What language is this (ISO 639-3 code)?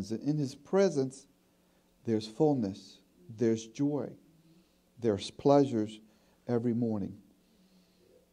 eng